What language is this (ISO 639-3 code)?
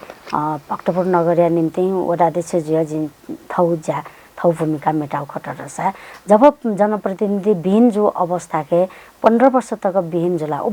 new